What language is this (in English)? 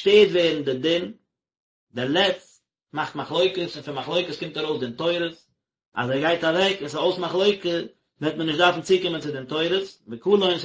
Yiddish